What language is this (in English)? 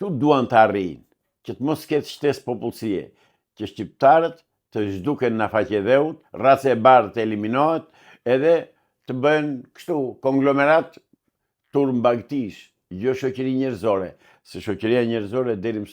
Albanian